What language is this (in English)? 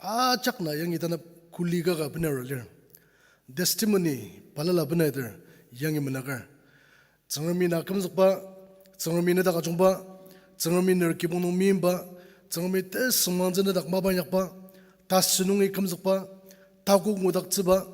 Ao Naga